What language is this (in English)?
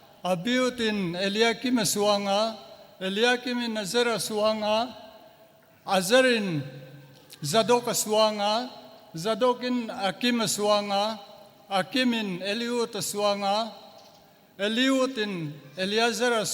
Paite Chin